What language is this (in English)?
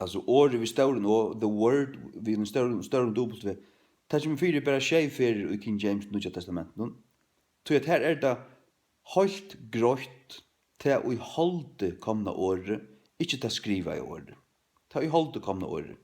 Faroese